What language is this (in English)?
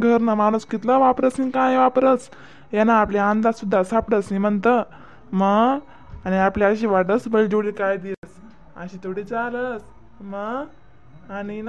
Khandesi